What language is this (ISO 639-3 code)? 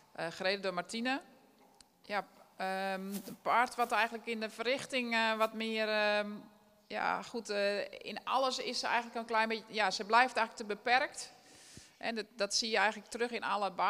nld